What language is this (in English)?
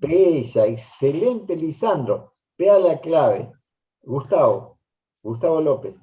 Guarani